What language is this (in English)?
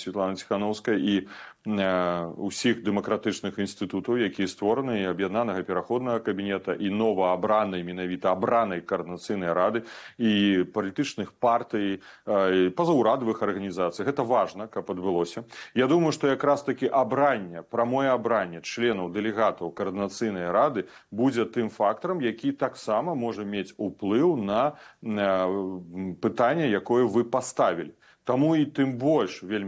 Belarusian